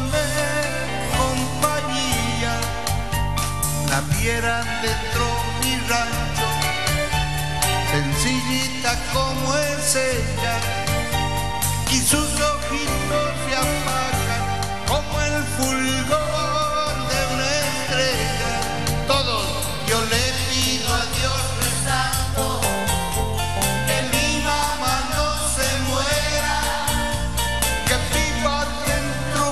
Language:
Spanish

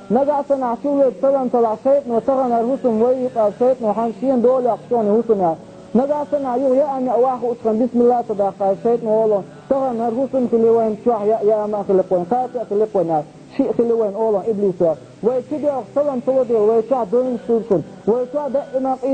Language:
Chechen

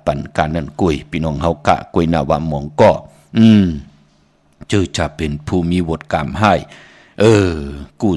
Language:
Shan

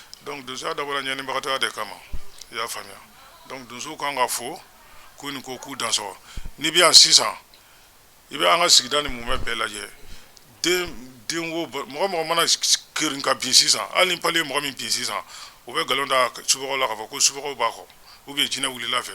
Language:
Bambara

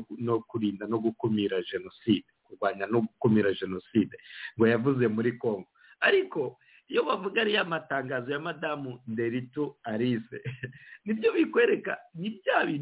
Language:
Kinyarwanda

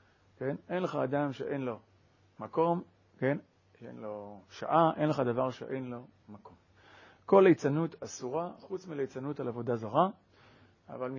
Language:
Hebrew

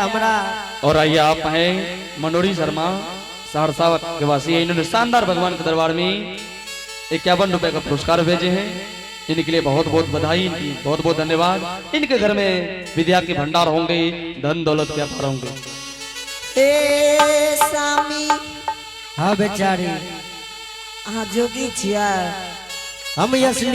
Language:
Angika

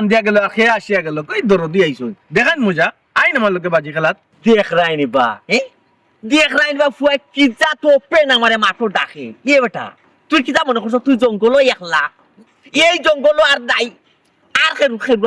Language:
Sylheti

